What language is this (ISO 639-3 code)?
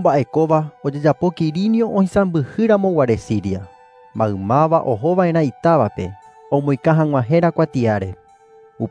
grn